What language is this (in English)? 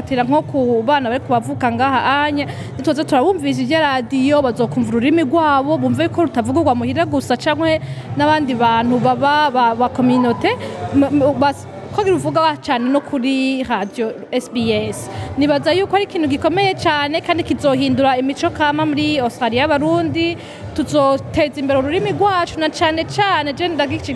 Rundi